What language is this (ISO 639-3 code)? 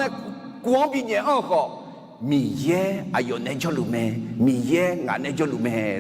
ahk